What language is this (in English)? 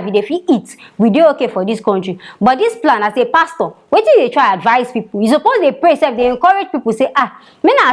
Nigerian Pidgin